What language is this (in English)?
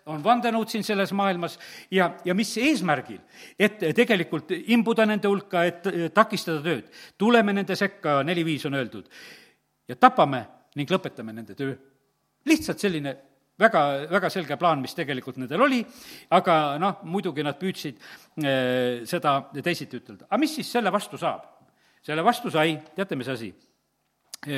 Estonian